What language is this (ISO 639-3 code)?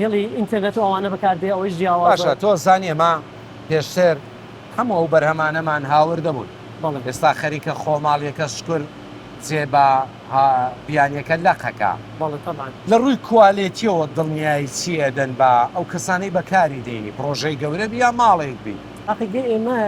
ckb